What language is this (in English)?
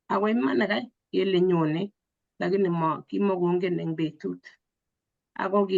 Kalenjin